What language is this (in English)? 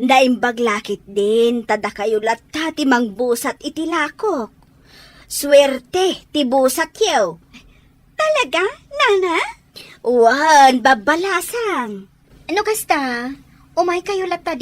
Iloko